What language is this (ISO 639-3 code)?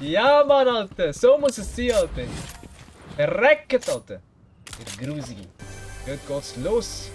gsw